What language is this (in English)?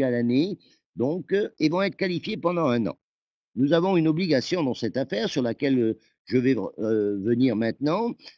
French